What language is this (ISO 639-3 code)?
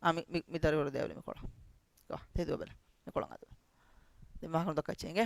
div